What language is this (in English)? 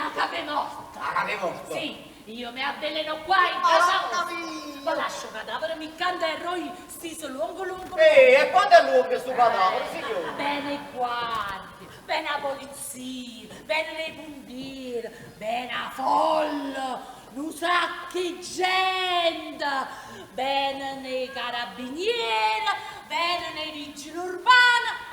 Neapolitan